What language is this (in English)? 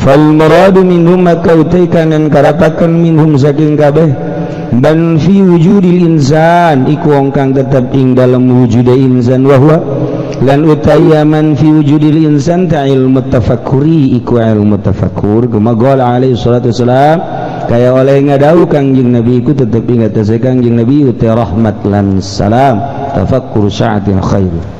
Sundanese